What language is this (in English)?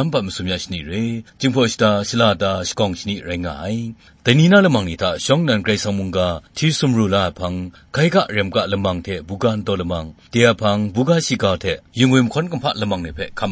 Kachin